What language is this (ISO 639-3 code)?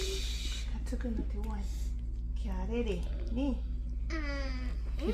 mri